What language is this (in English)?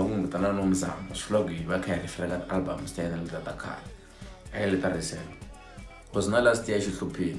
Tsonga